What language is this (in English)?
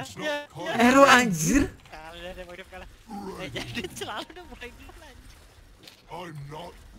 Indonesian